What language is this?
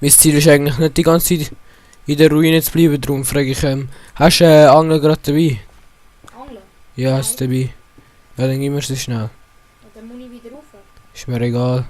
Swiss German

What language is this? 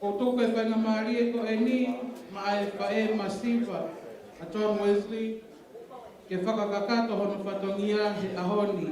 Tongan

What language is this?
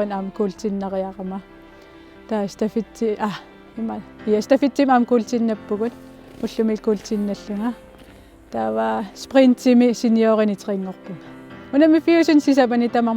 Kalaallisut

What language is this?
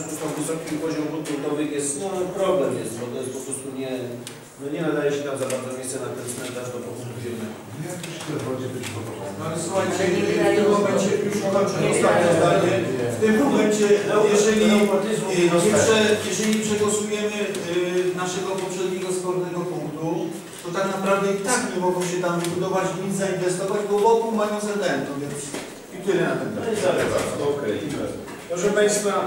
Polish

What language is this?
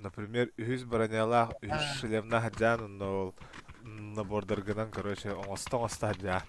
Yakut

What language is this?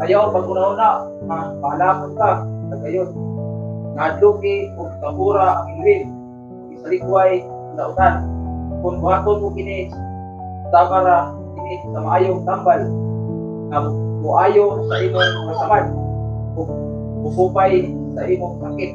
Cebuano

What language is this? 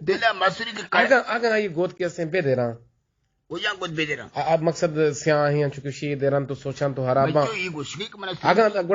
Eastern Balochi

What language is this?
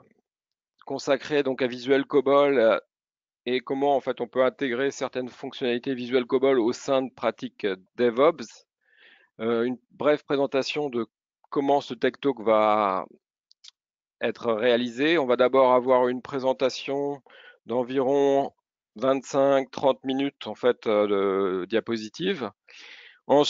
French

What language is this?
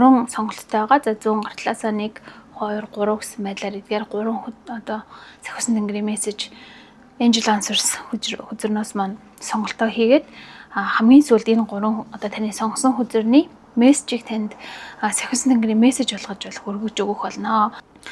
Mongolian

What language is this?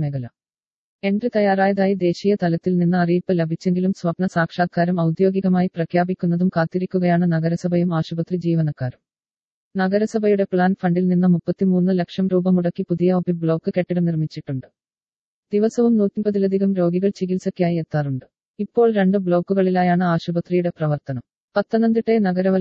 Malayalam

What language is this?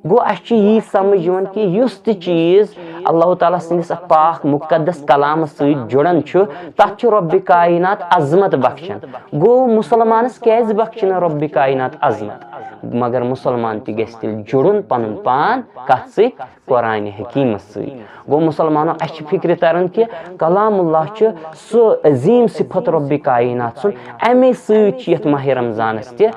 Kashmiri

